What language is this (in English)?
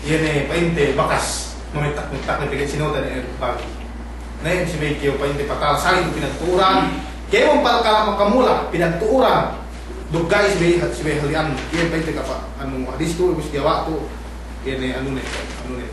Yakan